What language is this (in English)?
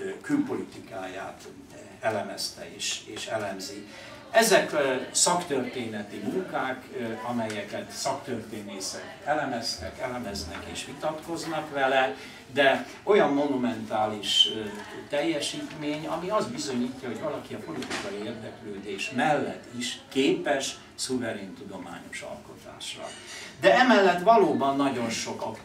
Hungarian